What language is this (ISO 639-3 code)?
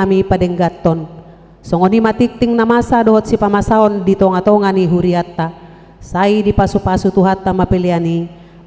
bbc